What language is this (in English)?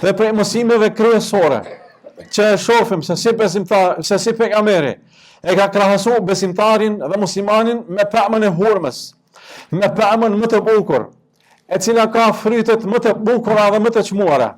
Albanian